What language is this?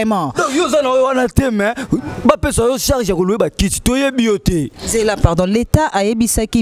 Lingala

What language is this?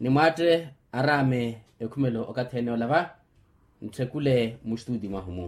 Makhuwa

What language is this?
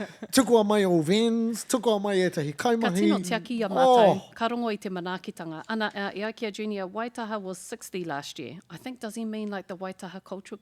Māori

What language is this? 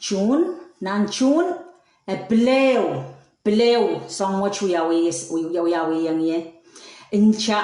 Pohnpeian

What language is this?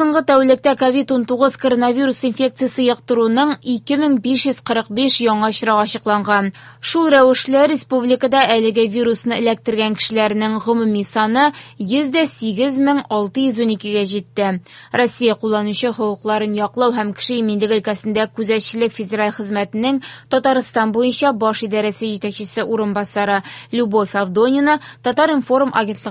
Tatar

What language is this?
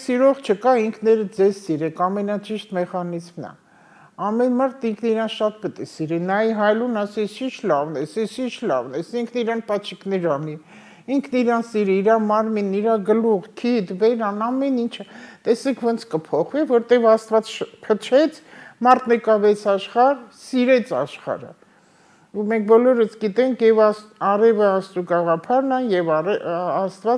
Armenian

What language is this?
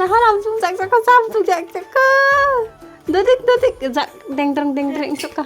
Kok Borok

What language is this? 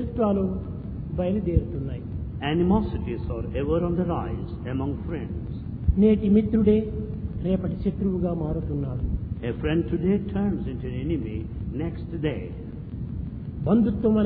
Telugu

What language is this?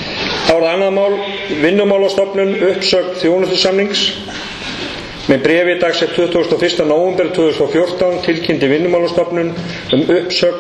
Icelandic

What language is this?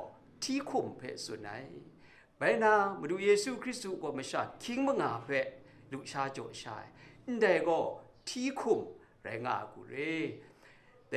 Kachin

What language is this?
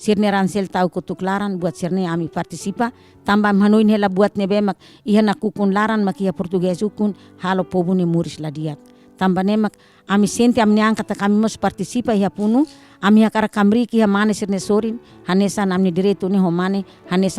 Tetum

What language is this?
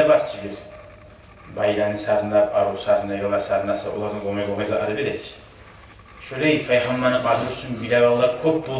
Kumyk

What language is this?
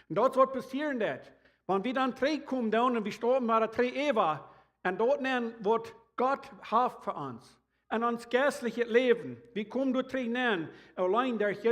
Plautdietsch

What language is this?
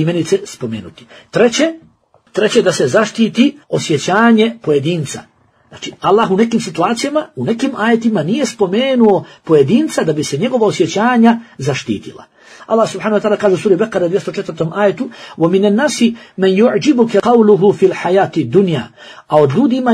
Bosnian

